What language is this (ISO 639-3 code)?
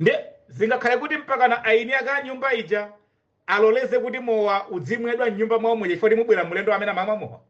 nya